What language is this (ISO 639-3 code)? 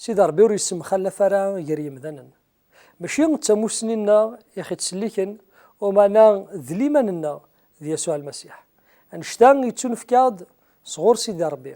kab